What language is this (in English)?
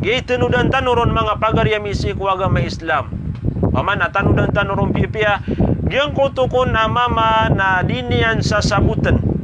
Maranao